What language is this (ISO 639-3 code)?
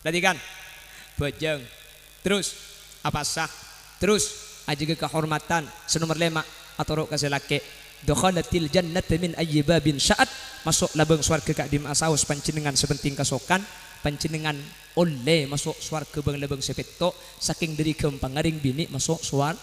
mad